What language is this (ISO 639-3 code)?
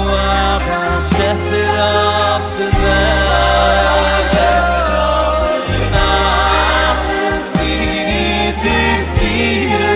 yid